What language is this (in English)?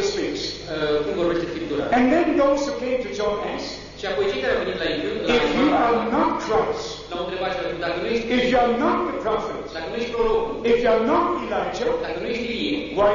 Romanian